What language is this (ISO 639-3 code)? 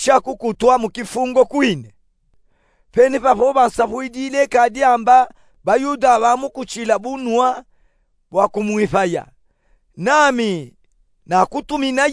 lub